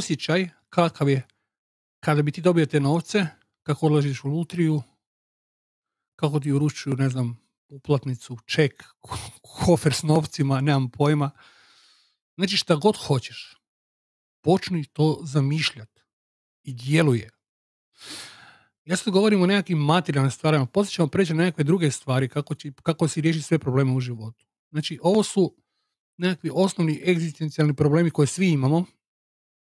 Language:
Croatian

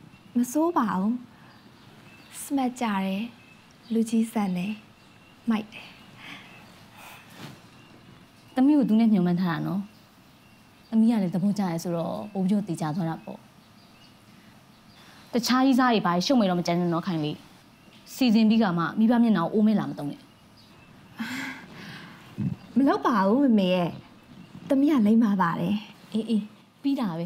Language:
Burmese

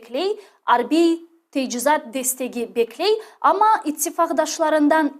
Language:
Crimean Tatar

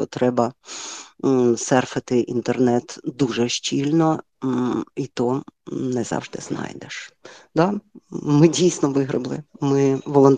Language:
Ukrainian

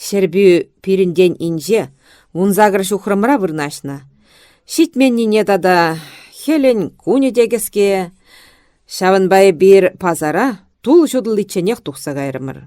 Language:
Chuvash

